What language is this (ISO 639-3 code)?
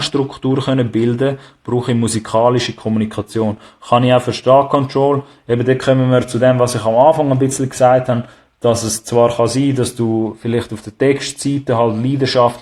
gsw